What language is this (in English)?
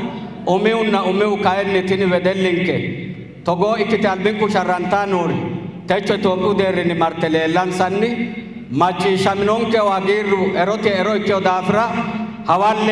Sidamo